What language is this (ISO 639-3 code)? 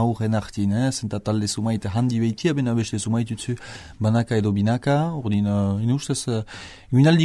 eus